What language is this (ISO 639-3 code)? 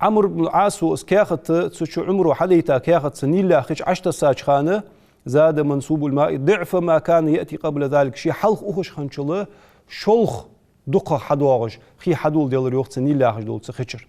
inh